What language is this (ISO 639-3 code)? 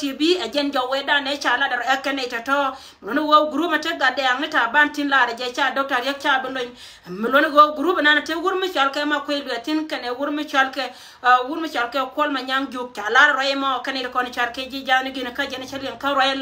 nus